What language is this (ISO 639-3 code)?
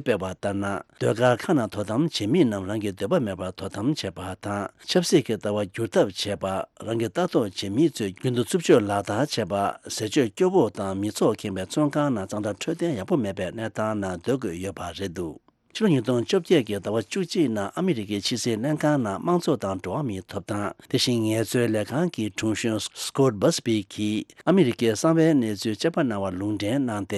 bod